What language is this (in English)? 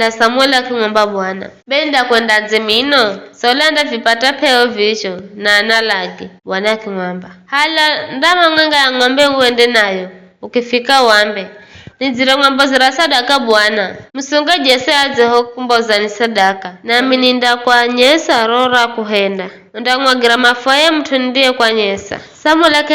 Giryama